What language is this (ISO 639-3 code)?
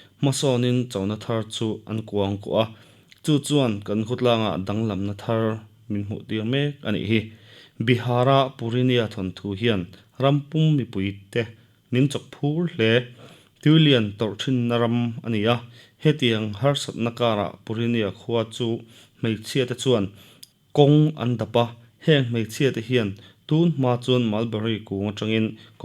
lus